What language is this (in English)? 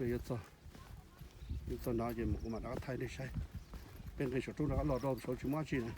Hmong